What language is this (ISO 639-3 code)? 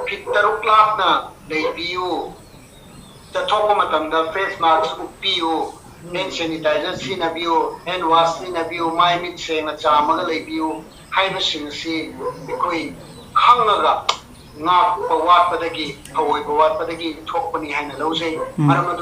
mni